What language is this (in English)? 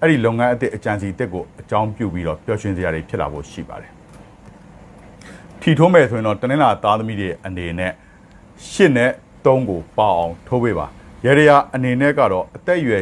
Burmese